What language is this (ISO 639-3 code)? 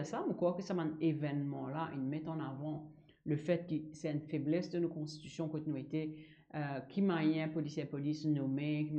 mfe